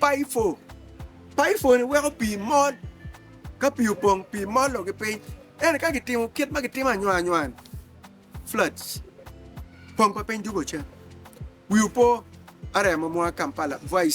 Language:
Acoli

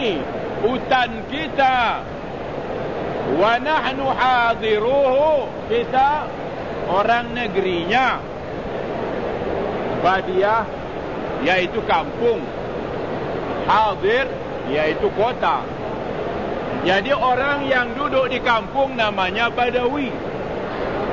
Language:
Malay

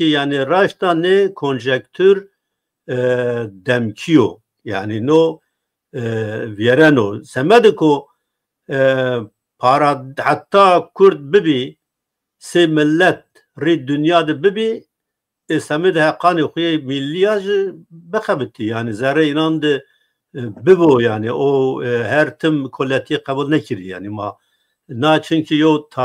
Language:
Zaza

